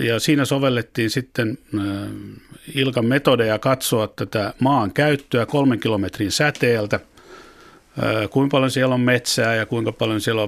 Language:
Finnish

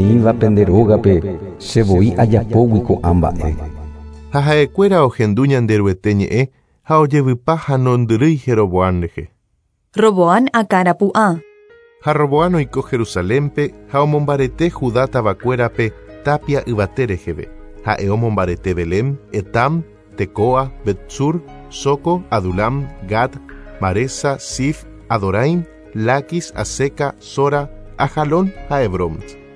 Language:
Guarani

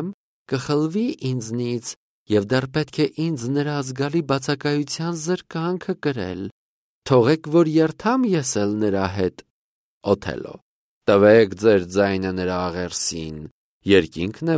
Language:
Armenian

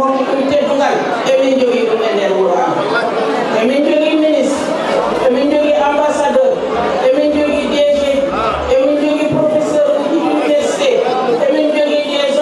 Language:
Fula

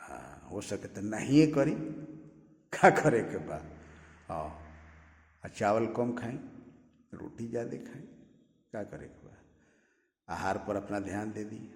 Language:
Bhojpuri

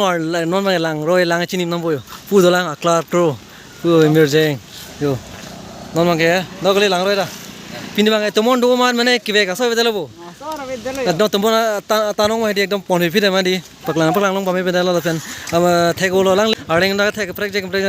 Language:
Karbi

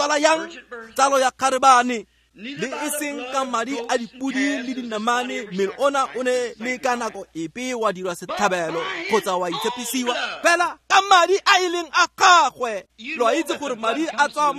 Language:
Tswana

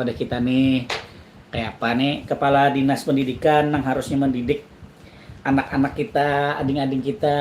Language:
Banjar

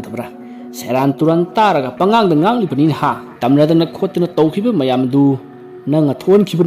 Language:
Manipuri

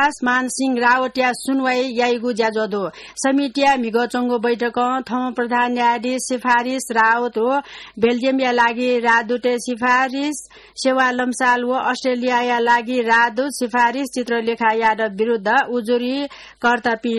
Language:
Newari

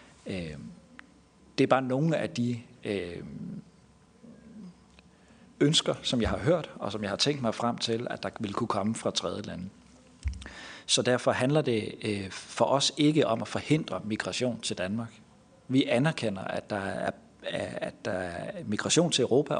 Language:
Danish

